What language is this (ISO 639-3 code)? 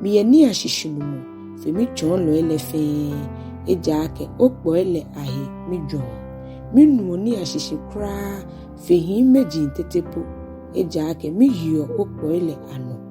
gaa